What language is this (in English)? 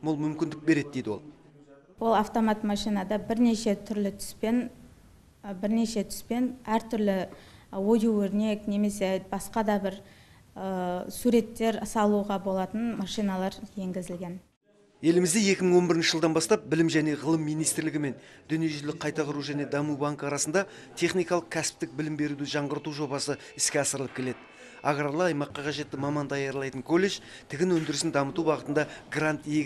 Kazakh